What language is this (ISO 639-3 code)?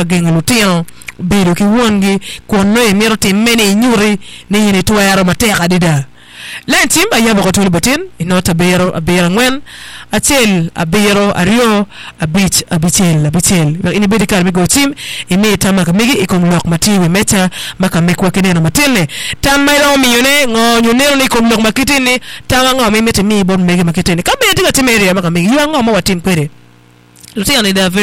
ach